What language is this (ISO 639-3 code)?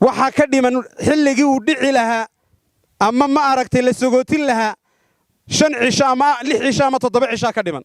som